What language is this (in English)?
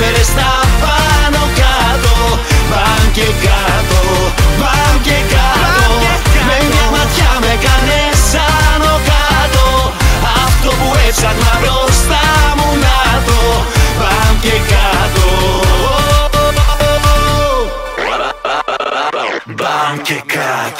Greek